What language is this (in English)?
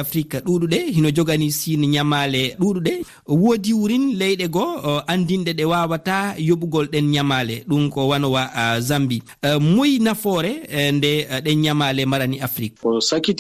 Fula